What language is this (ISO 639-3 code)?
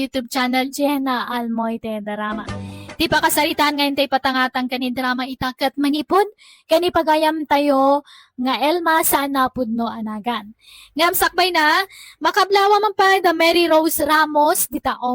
ilo